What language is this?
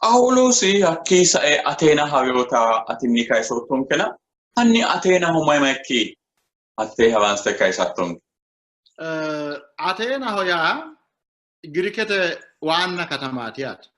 Sidamo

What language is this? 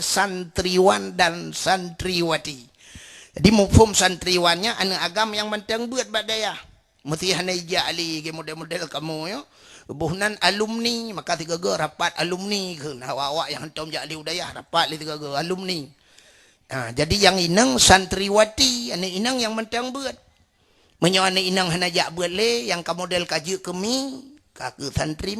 Achinese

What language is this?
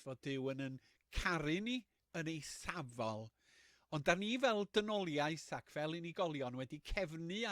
Welsh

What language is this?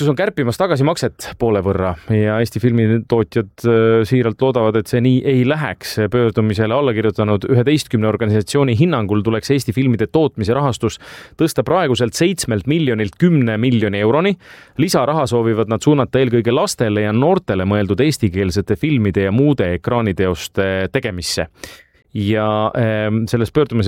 Estonian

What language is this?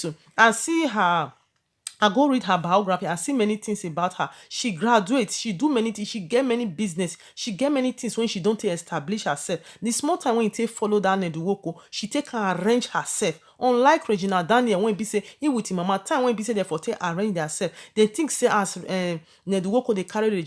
Nigerian Pidgin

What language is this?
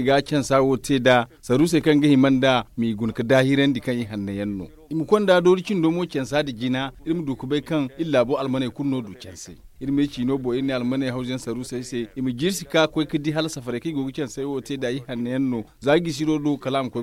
Zarma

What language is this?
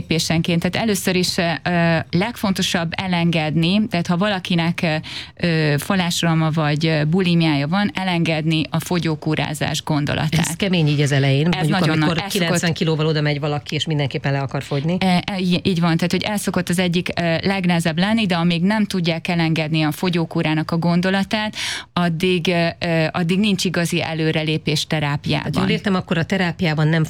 Hungarian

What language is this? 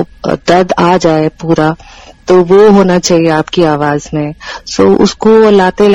Hindi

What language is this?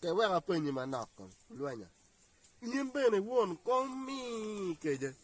Acoli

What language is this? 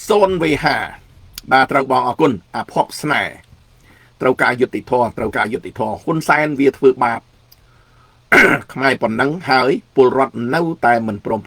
Khmer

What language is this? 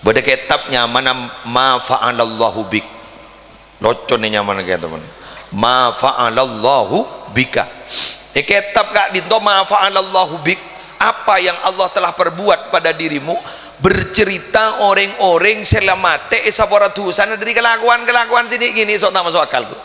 Madurese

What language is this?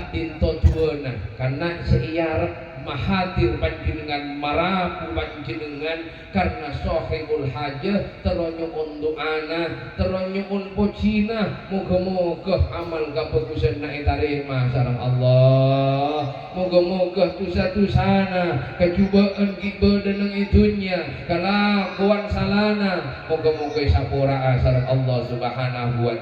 Madurese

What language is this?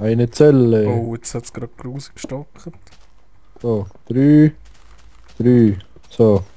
Swiss German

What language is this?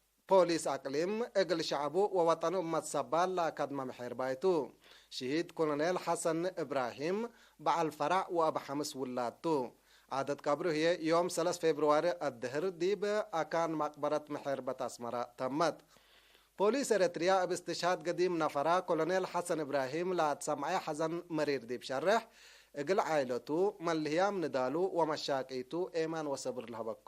Tigre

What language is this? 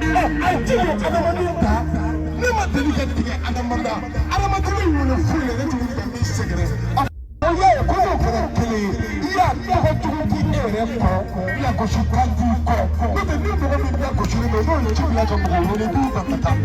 Bambara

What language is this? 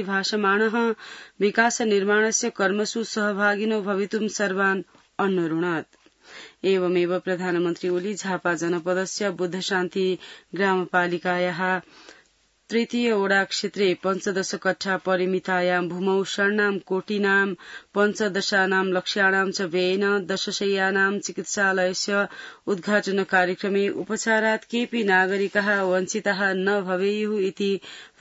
Sanskrit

